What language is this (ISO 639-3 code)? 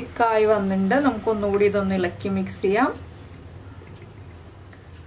mal